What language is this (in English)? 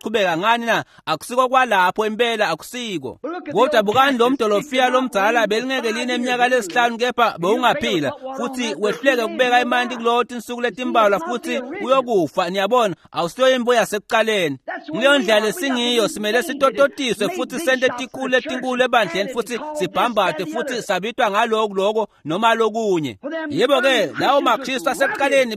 Swati